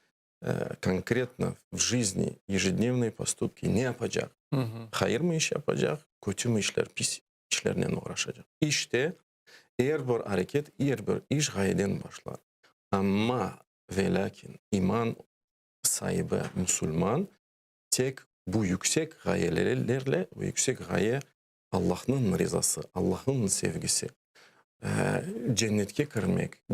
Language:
Crimean Tatar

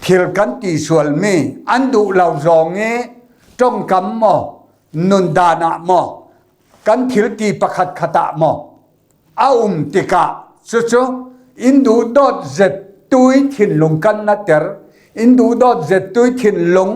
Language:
Falam Chin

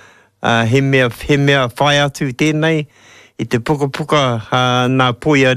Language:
Māori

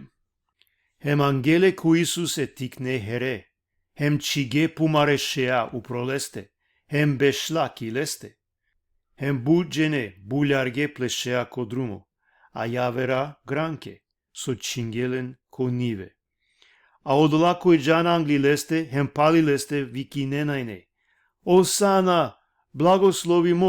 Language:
Balkan Romani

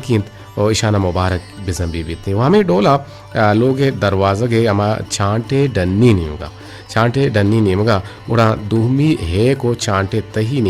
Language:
Eastern Balochi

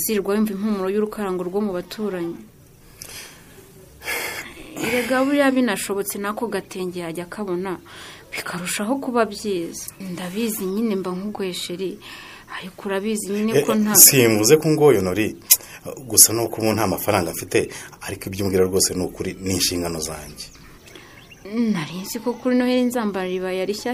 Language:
Kinyarwanda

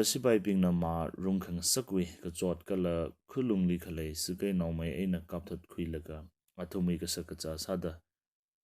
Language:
Tangkhul Naga (India)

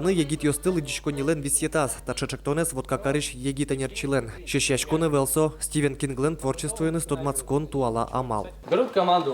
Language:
Udmurt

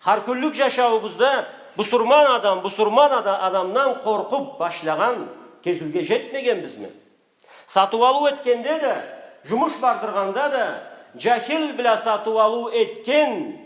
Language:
Karachay-Balkar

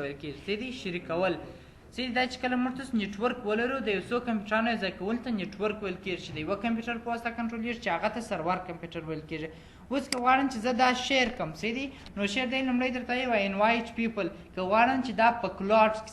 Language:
Pashto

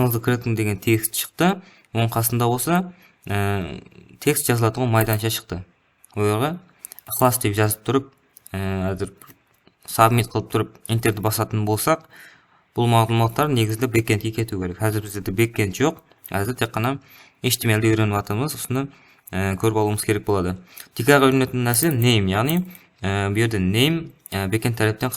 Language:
Kara-Kalpak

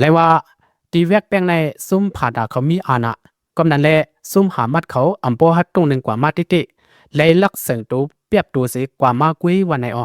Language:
Lao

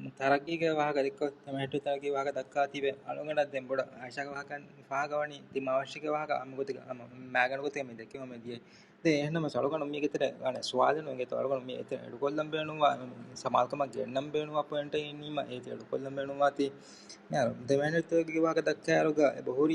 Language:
Divehi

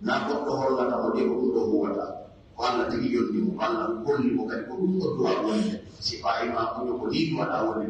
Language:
Pular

